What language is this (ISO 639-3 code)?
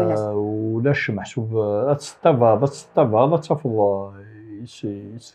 kab